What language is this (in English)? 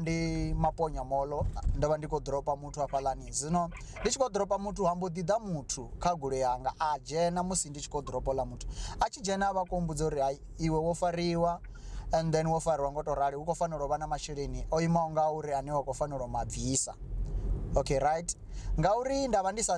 Venda